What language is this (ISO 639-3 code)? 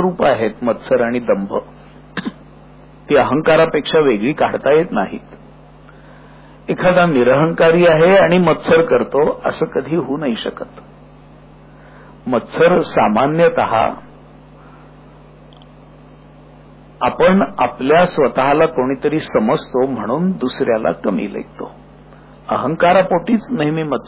mar